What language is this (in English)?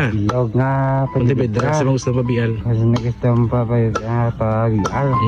Hiligaynon